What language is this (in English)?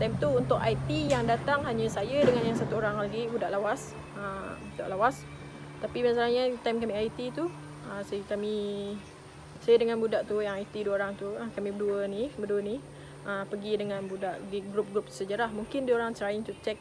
Malay